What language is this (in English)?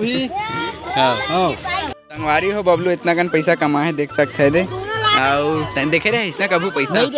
Chhattisgarhi